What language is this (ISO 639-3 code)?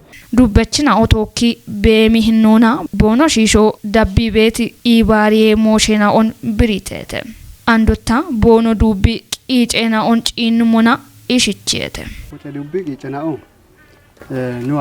kbr